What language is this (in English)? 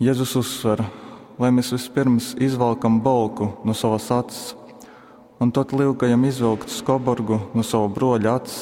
Latgalian